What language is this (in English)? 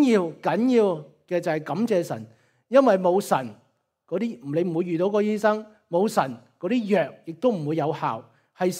Cantonese